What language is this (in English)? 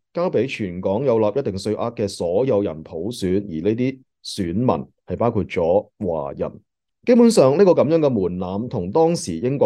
Cantonese